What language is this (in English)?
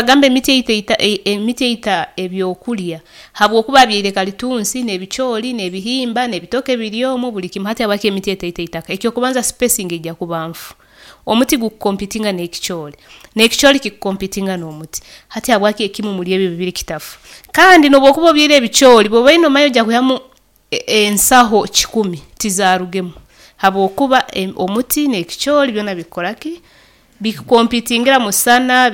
Nyoro